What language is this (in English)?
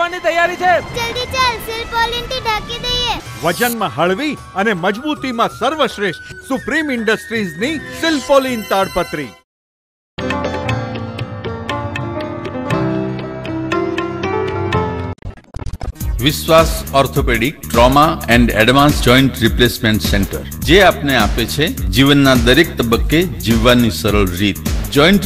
Gujarati